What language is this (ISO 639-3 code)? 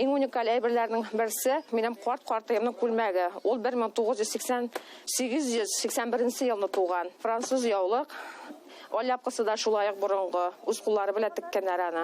bak